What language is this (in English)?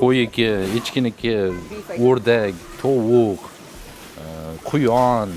Uzbek